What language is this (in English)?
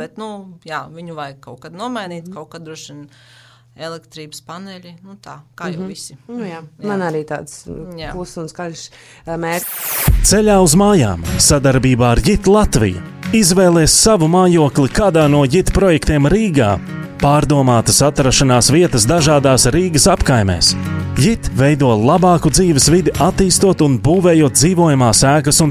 Latvian